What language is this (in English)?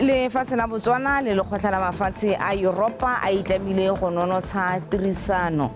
Tswana